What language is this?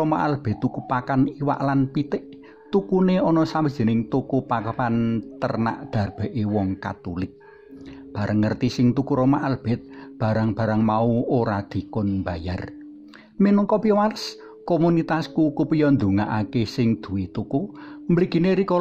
Javanese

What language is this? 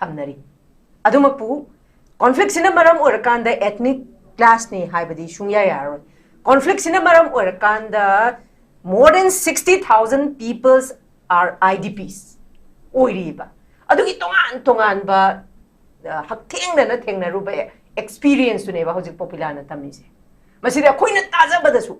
Manipuri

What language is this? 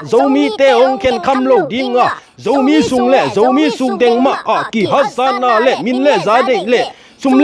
Tedim Chin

